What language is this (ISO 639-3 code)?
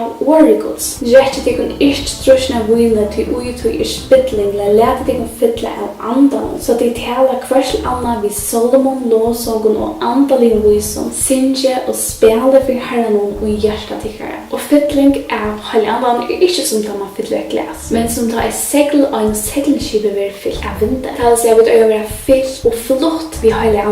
fao